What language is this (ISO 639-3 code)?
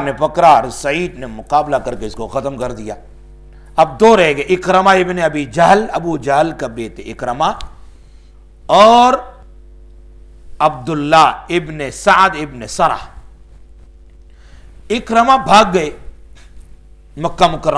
urd